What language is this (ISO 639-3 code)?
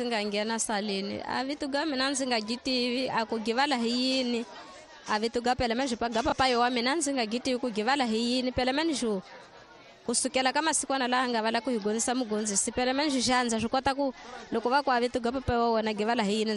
tso